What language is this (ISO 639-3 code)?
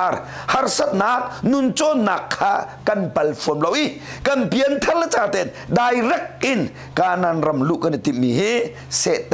cnh